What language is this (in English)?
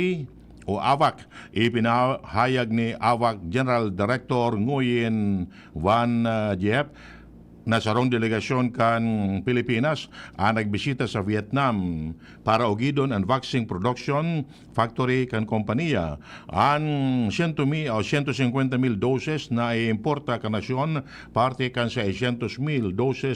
Bikol